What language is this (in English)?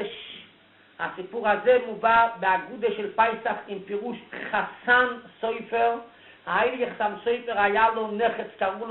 Hebrew